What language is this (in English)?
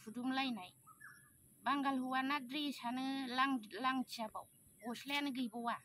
Bodo